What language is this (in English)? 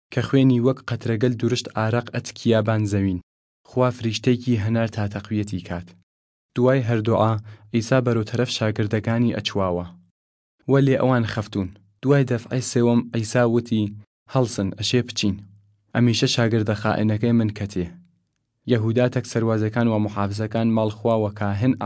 Southern Kurdish